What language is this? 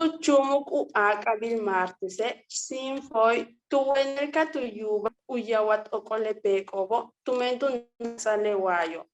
Yucateco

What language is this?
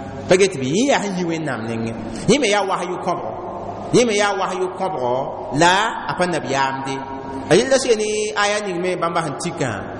Mossi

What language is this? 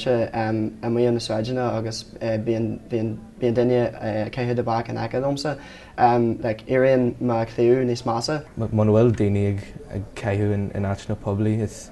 Irish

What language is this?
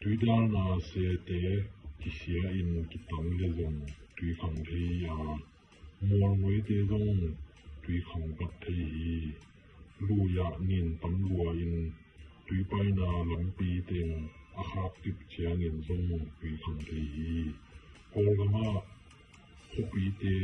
Tedim Chin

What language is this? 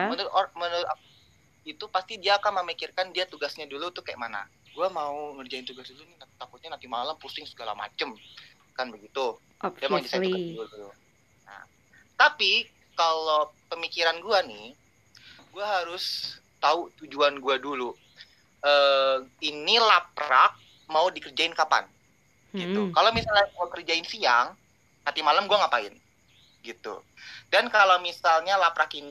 Indonesian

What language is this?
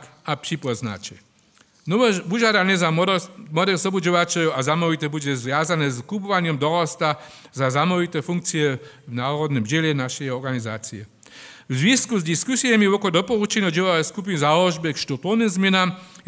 Upper Sorbian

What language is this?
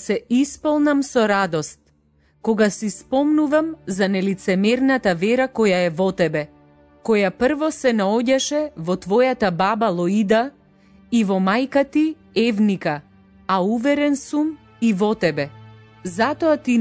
Macedonian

